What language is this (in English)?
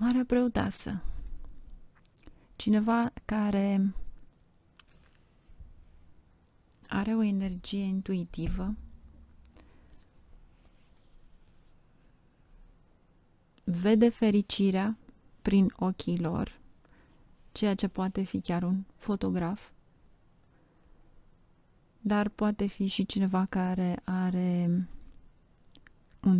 Romanian